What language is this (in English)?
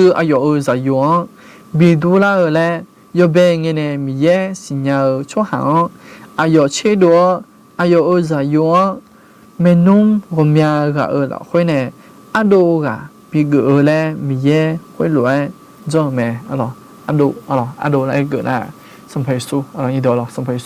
Akha